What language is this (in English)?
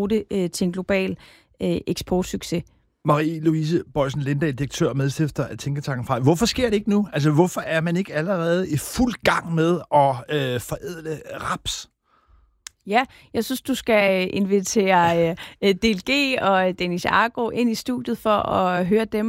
Danish